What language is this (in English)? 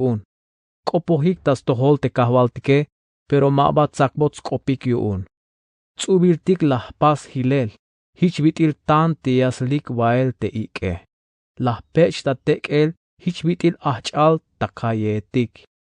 Tzeltal